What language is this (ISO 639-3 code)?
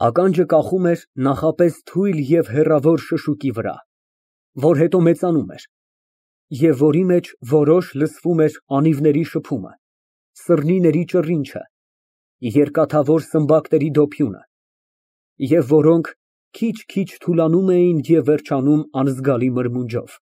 hye